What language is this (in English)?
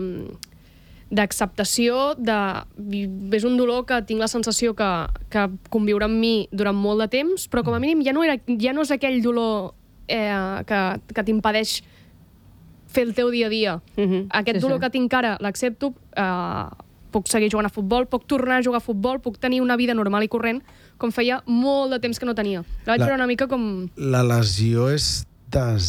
Catalan